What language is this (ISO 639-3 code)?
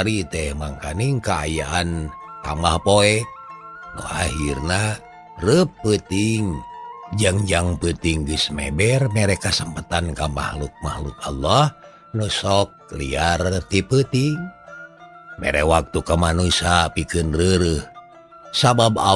sun